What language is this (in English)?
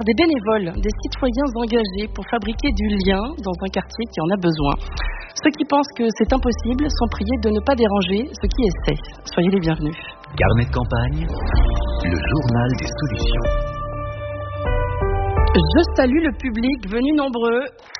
French